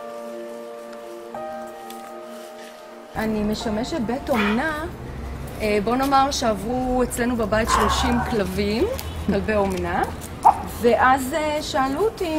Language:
Hebrew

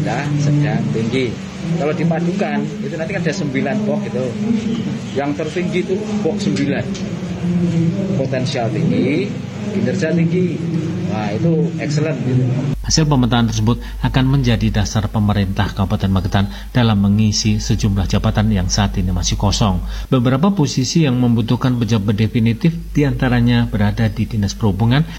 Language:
Indonesian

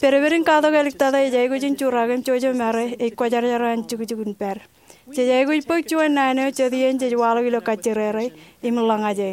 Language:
Marshallese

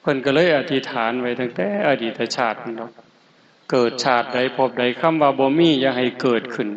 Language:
Northeastern Thai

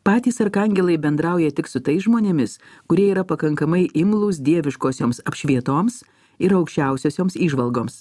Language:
Lithuanian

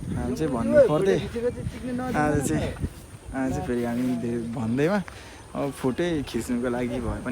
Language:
Nepali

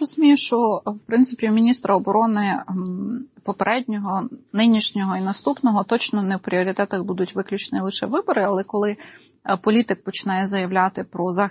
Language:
Ukrainian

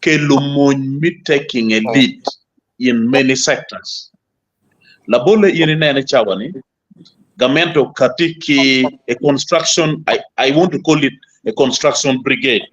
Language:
Acoli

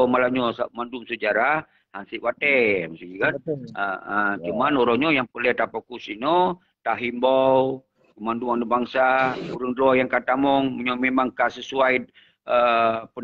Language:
Achinese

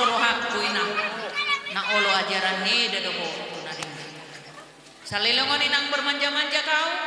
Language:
Batak Toba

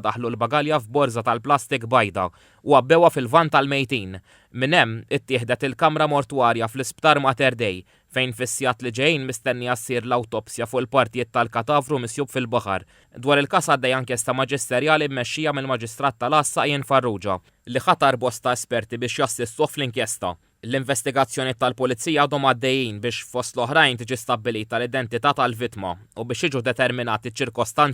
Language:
Maltese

